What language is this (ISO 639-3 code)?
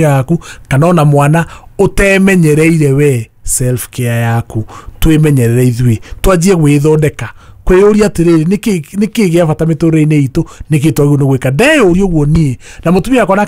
kik